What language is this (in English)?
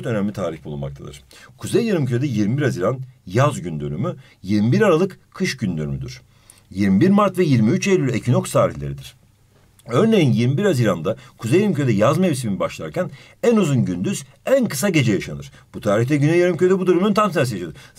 Turkish